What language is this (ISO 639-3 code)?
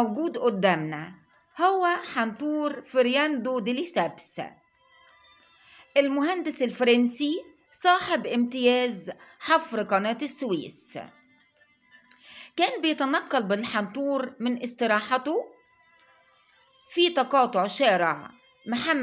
arz